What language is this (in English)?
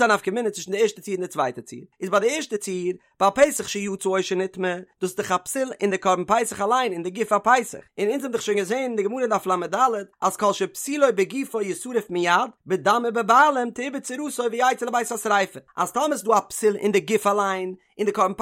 Yiddish